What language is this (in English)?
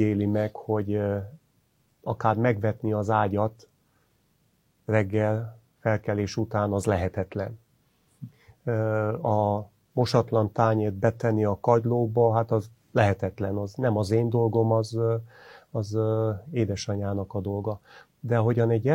Hungarian